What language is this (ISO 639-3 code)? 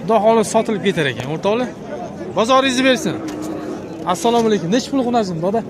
uzb